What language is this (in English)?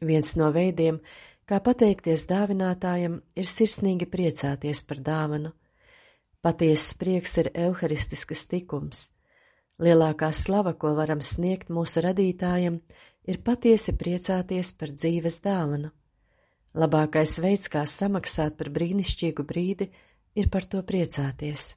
Latvian